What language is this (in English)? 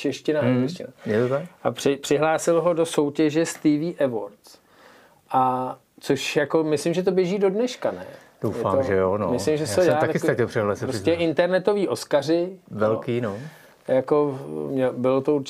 Czech